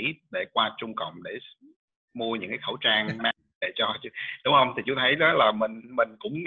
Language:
Vietnamese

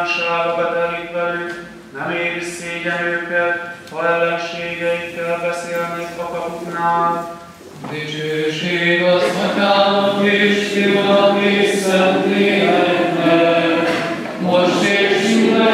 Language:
Hungarian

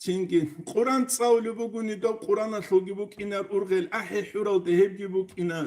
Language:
Avaric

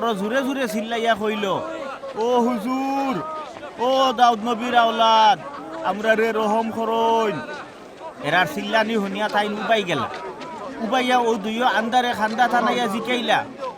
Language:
Sylheti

